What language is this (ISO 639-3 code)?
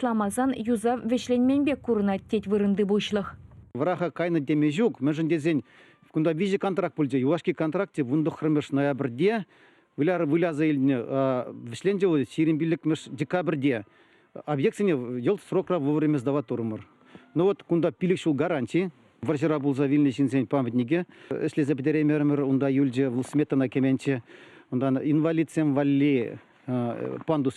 chv